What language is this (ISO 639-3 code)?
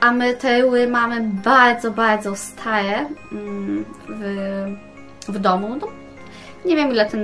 pol